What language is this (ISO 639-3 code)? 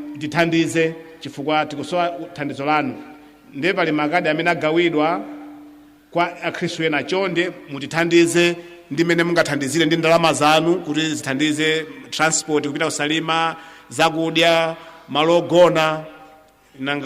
nya